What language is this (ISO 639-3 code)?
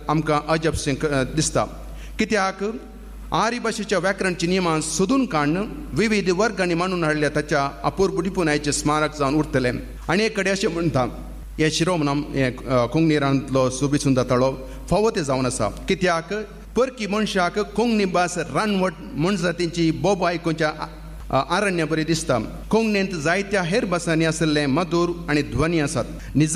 kok